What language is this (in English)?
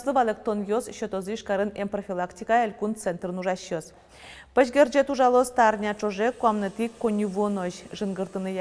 Udmurt